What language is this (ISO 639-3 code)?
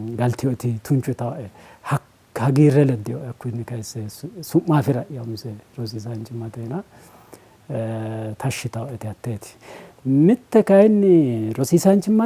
sid